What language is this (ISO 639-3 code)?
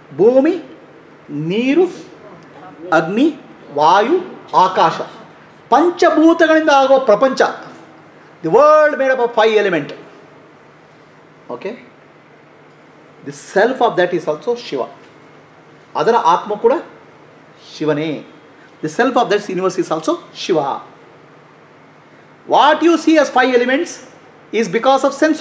kan